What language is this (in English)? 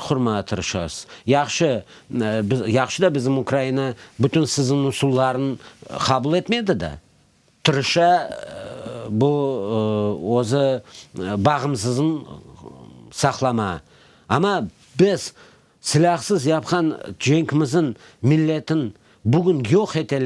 Crimean Tatar